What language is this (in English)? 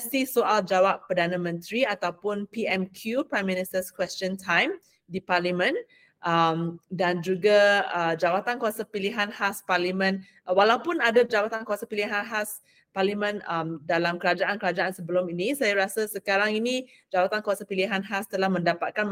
Malay